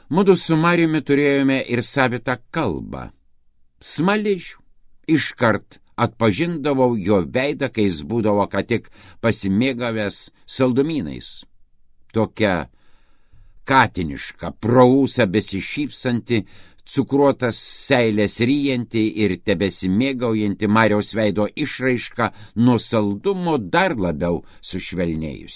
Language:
Lithuanian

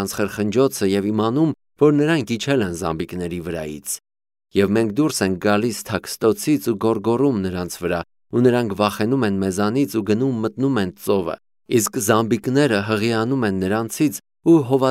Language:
Armenian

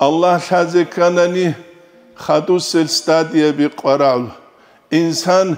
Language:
Avaric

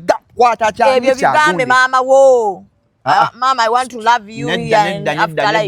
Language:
Ganda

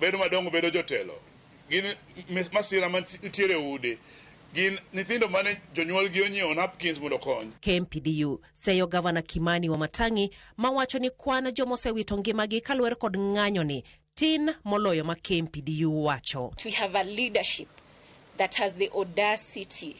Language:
Luo (Kenya and Tanzania)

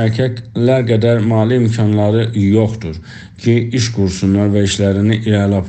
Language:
South Azerbaijani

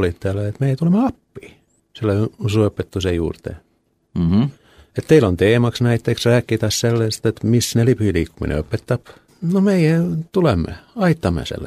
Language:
Estonian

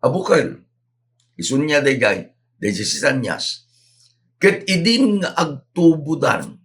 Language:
Iloko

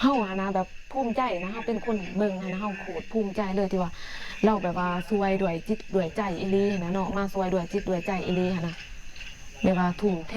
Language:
Lao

